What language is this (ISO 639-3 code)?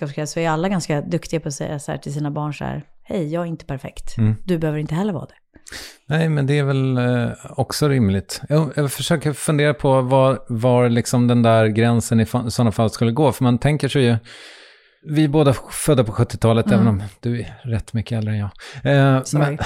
swe